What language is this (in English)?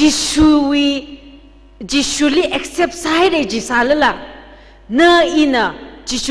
Tangkhul Naga (India)